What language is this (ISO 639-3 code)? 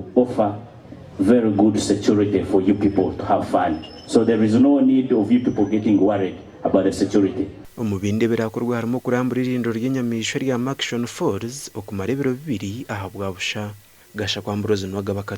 nyn